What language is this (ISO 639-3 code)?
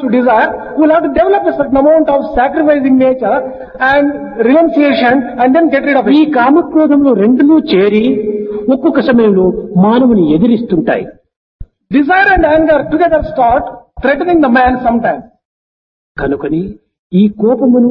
tel